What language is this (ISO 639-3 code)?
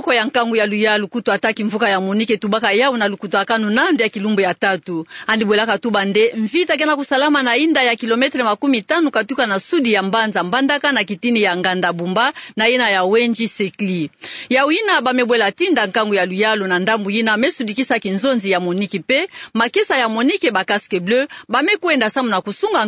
ktu